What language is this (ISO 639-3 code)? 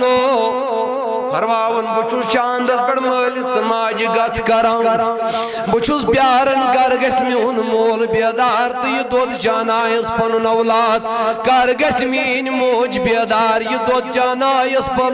kas